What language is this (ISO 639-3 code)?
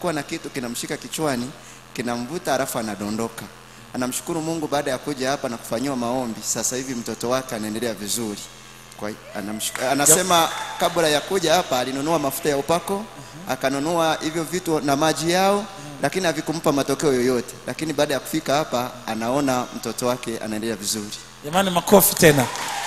swa